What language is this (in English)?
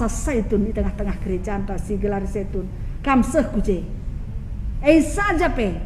Batak Karo